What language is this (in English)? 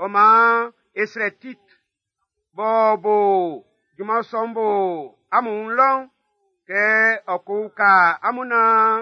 Baoulé